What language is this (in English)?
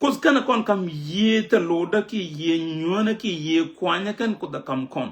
Nuer